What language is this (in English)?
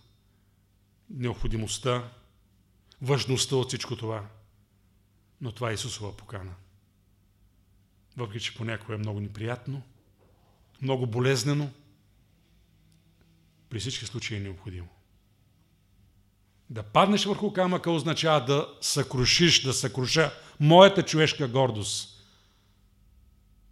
Bulgarian